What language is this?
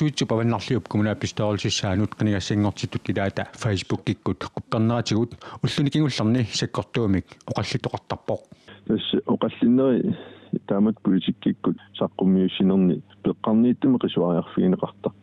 Kalaallisut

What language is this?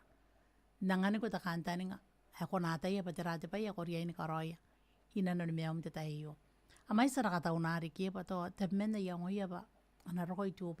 Gilbertese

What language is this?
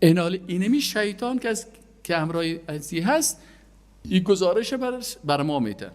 Persian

